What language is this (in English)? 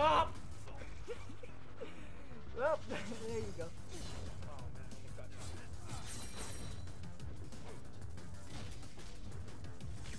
English